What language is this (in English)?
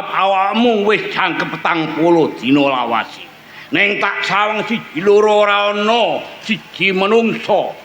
Javanese